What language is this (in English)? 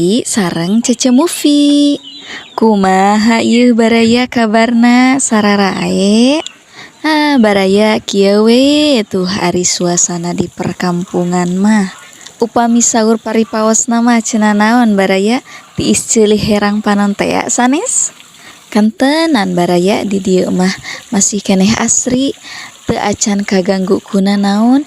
Sundanese